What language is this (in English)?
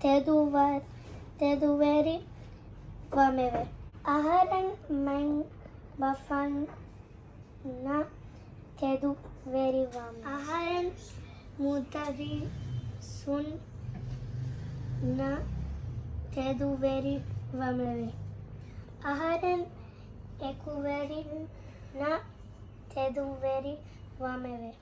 Divehi